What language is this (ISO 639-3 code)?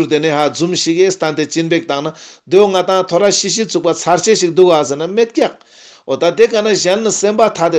lbj